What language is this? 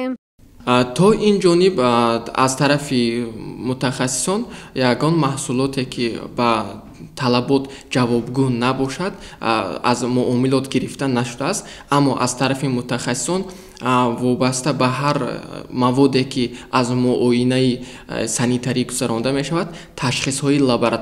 Tajik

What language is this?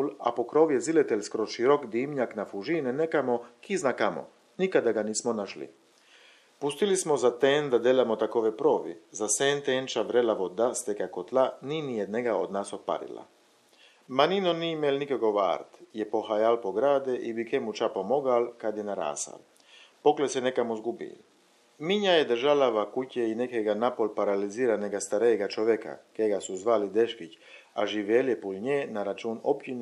Chakavian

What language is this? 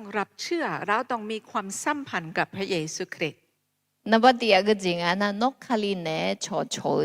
Akha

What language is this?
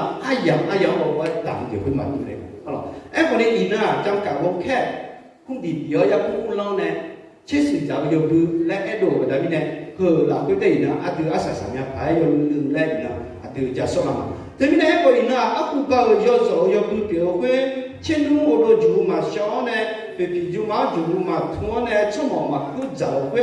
Akha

